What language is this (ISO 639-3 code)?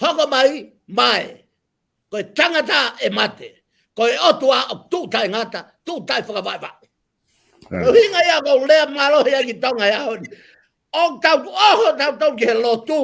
ton